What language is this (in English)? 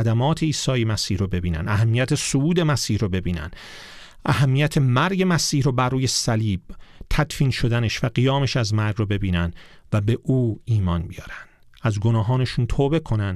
Persian